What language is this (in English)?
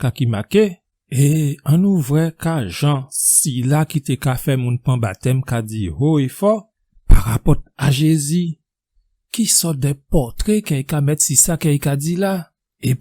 Guadeloupean Creole French